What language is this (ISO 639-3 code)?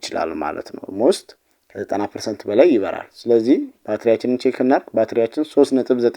amh